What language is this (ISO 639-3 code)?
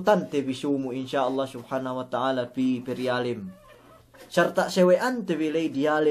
yka